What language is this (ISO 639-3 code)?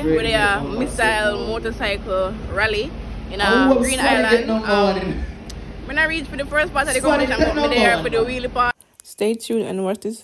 jam